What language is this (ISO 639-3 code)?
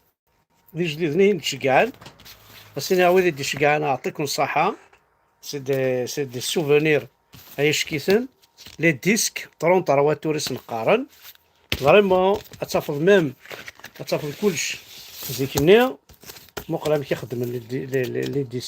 kab